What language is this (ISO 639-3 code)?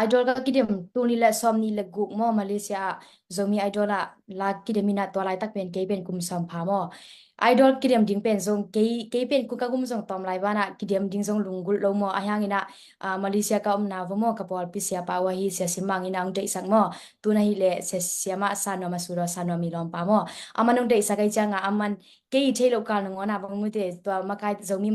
ctd